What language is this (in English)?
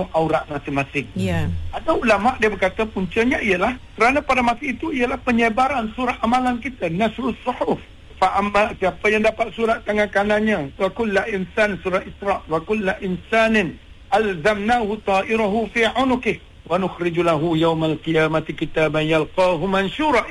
Malay